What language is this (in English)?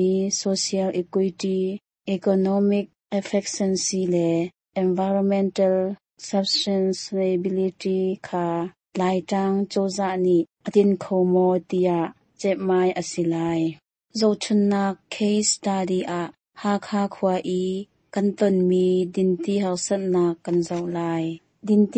Hakha Chin